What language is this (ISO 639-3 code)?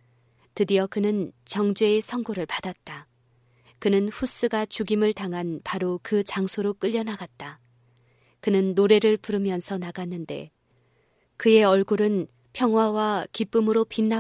kor